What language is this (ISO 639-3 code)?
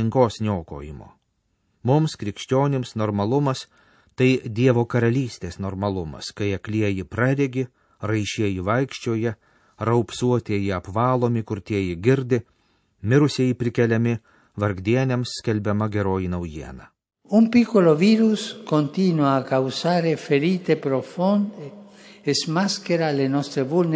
lit